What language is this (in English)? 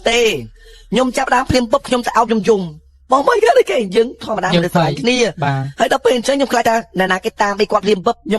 Khmer